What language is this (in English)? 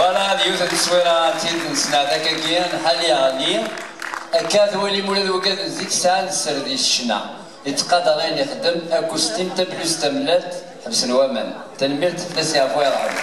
Kabyle